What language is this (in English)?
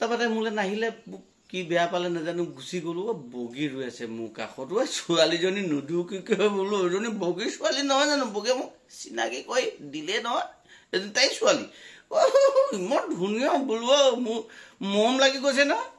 Assamese